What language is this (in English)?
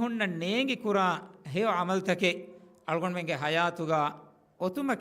Divehi